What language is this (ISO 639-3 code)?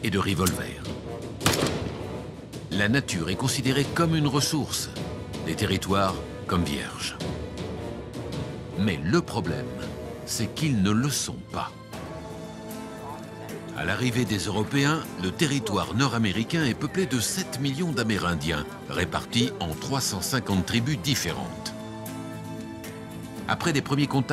fra